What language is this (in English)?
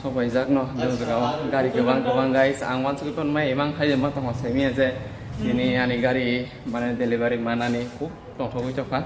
Kok Borok